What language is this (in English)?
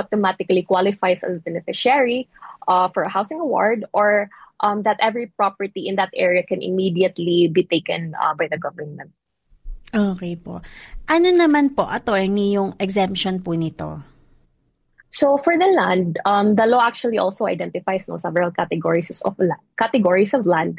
Filipino